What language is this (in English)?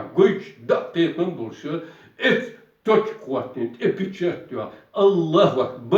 Chechen